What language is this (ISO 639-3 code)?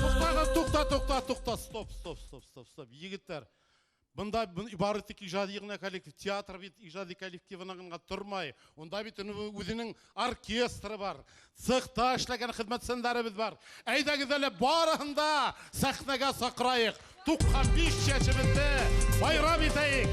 bak